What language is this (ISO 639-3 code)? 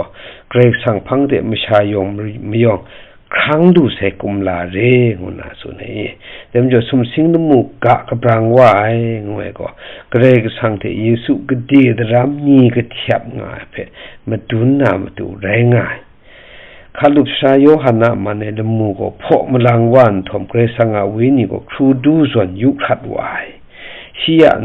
kac